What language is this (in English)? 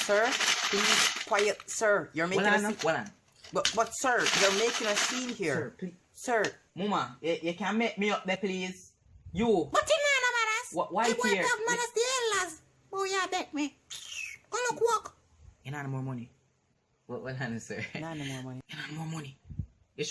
Jamaican Creole English